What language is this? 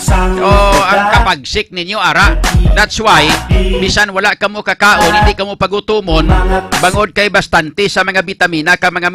Hiligaynon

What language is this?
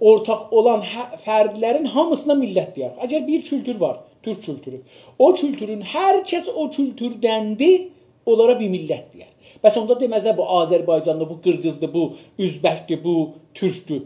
South Azerbaijani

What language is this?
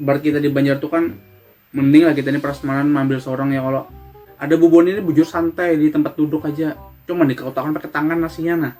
Banjar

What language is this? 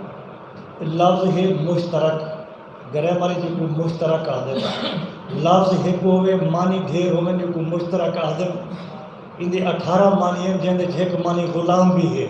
Saraiki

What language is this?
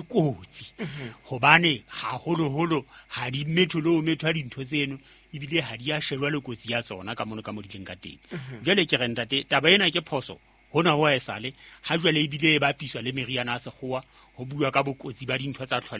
Southern Sotho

